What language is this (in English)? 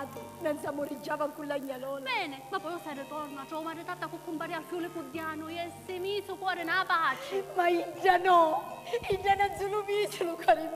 Sicilian